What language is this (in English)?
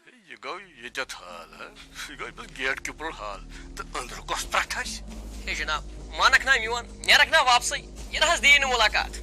Kashmiri